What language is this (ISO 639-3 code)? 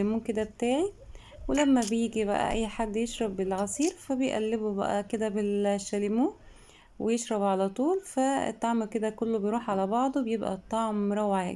arz